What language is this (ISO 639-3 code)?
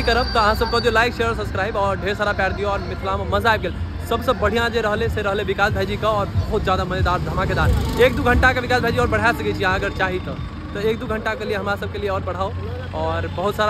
mai